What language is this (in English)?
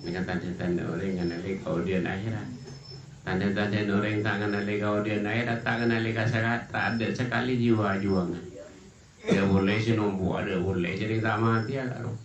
Madurese